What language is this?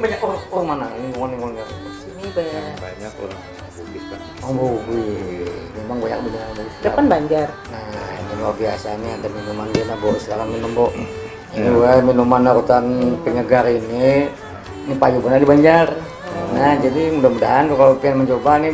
Banjar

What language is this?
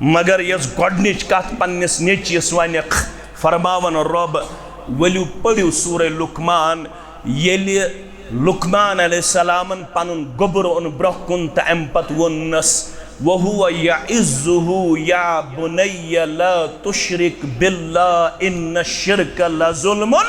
Kashmiri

